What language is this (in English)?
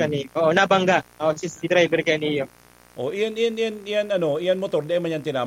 Bikol